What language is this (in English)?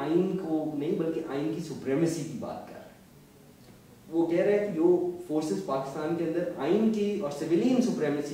Urdu